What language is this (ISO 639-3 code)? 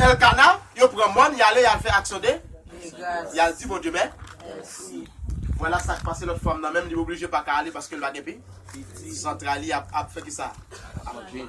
hat